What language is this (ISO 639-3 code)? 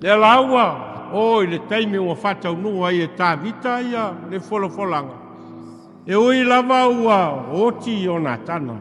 smo